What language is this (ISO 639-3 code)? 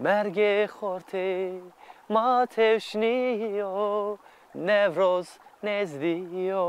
zza